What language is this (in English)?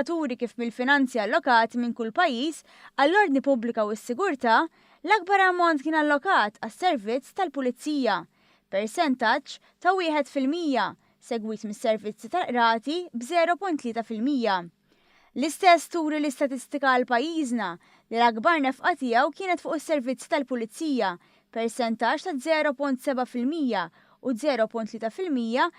Maltese